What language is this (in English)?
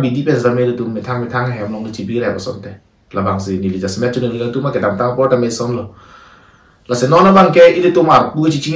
Karbi